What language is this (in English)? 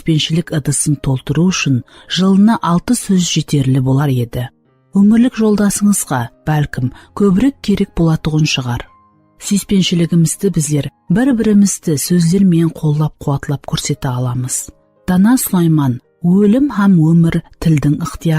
Kara-Kalpak